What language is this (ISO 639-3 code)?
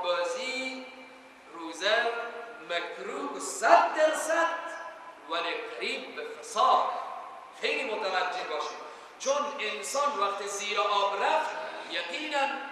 fas